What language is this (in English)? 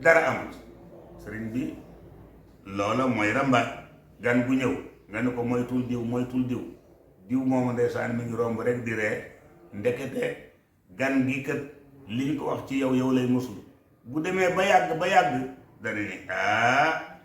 Wolof